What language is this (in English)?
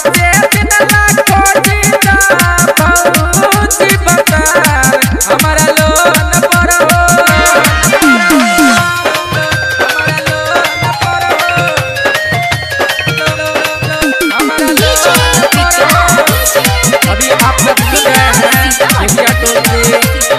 Bhojpuri